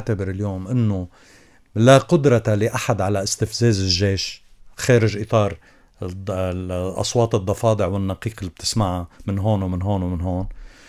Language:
North Levantine Arabic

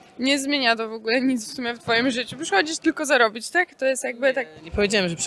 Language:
Polish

